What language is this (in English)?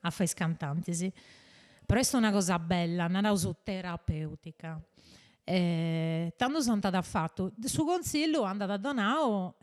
Sardinian